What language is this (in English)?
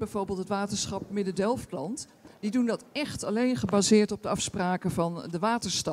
Dutch